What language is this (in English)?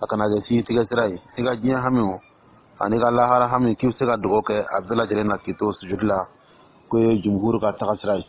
Dyula